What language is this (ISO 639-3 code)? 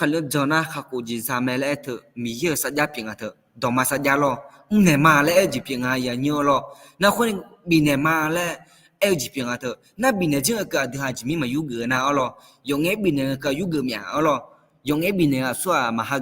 ahk